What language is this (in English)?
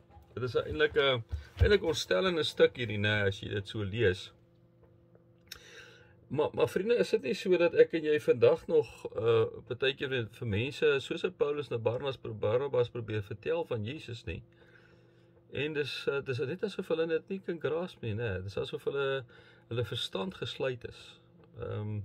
Afrikaans